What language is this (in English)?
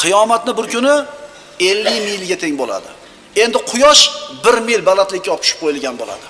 Uzbek